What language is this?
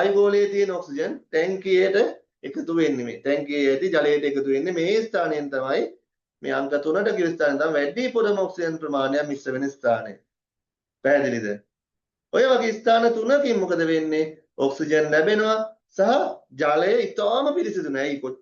Sinhala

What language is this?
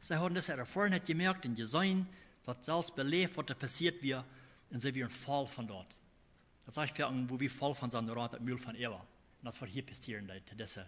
Plautdietsch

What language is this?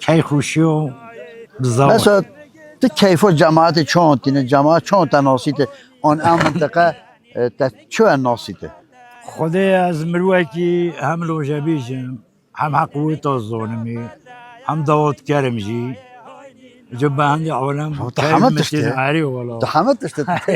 Kurdish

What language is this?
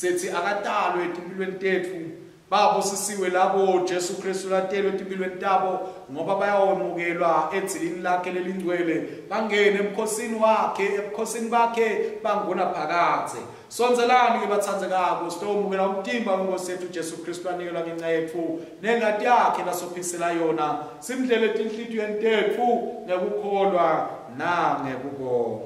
Swati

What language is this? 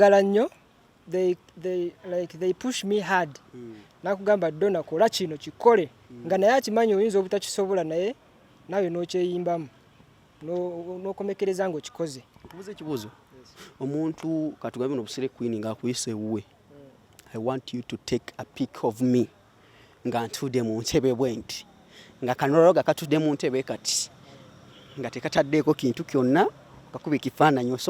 Ganda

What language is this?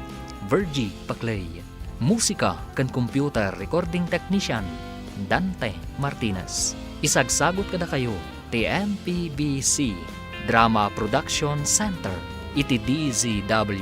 Iloko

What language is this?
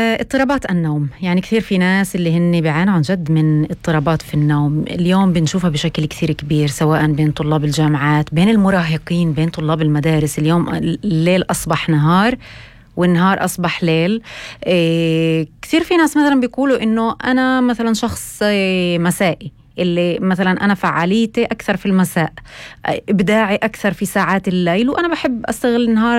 North Levantine Arabic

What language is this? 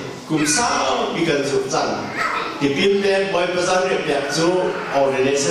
Hakha Chin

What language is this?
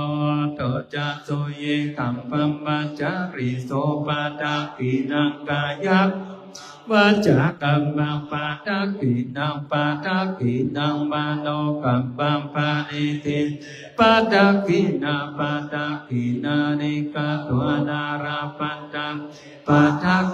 Pali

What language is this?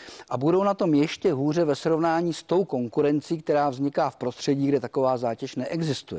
Czech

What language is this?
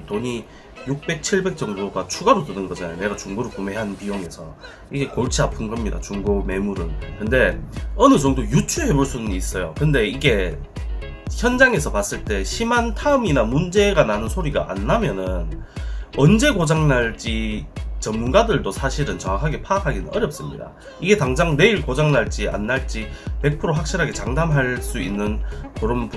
Korean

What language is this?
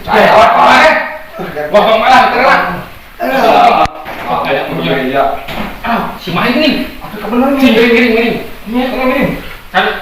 Sundanese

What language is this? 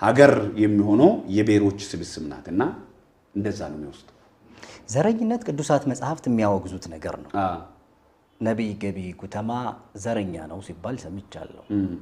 Amharic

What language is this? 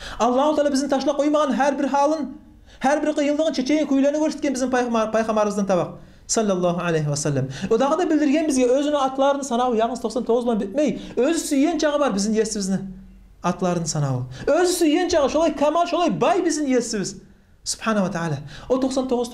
Kumyk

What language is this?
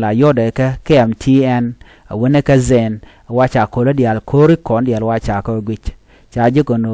Nuer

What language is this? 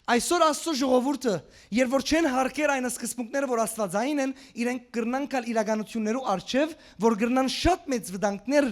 Western Armenian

